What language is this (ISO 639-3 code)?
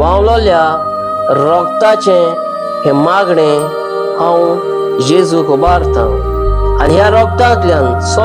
kok